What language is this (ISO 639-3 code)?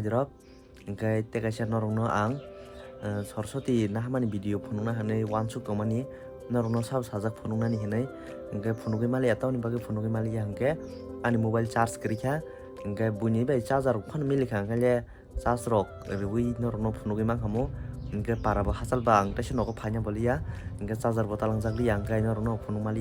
trp